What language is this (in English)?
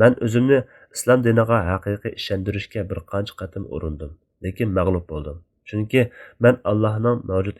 Uyghur